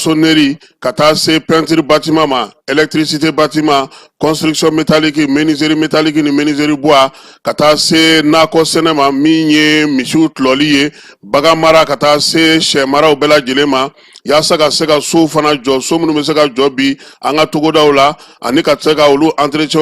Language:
Bambara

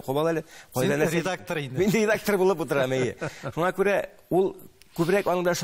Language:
Tatar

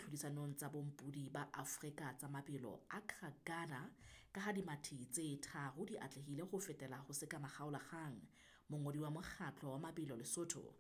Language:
Southern Sotho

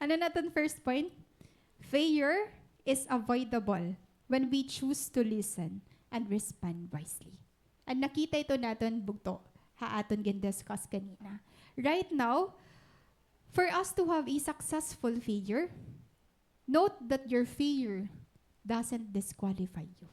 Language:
Waray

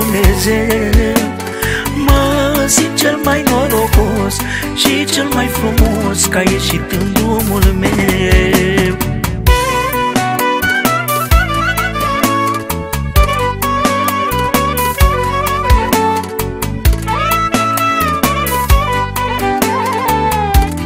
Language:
Romanian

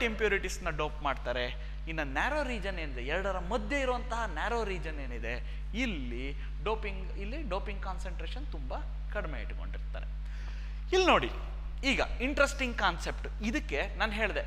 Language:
Kannada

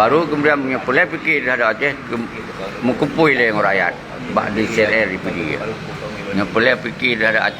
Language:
Achinese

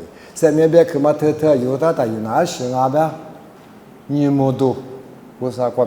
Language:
Lisu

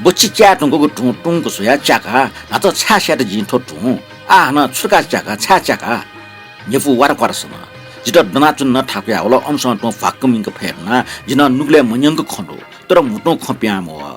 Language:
Newari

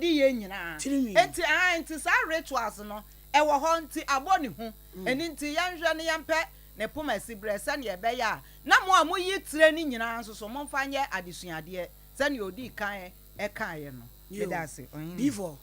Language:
Akan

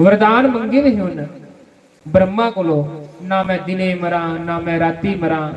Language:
Dogri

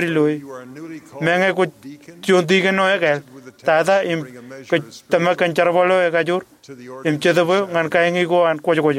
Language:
Marshallese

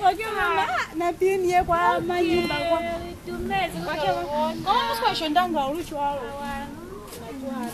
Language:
Lozi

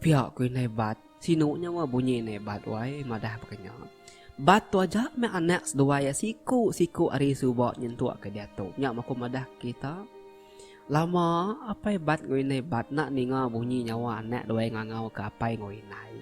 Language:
Iban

